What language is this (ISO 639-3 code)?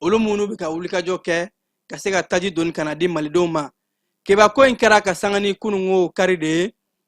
bam